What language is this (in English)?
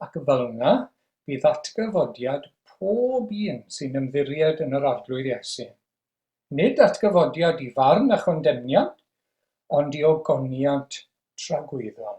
Welsh